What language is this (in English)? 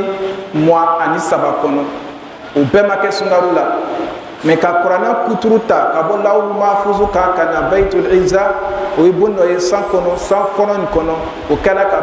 Bambara